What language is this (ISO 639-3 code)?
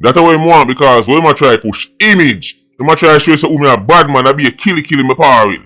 jam